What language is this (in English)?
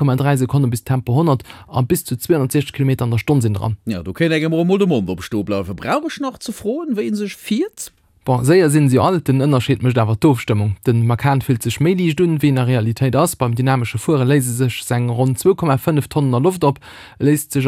Luxembourgish